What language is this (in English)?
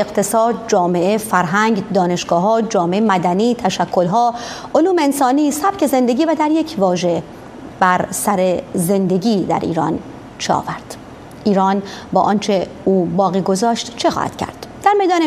Persian